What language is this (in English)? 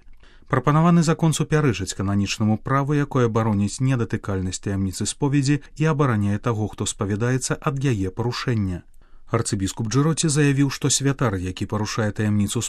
Belarusian